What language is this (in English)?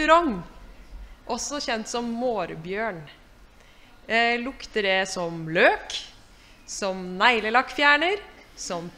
Norwegian